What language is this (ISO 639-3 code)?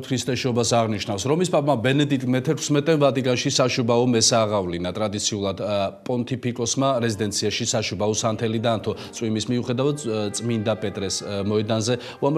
kat